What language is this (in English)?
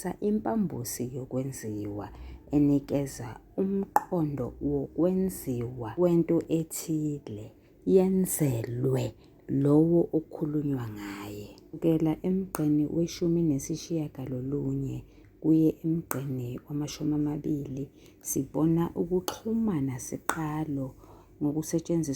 Zulu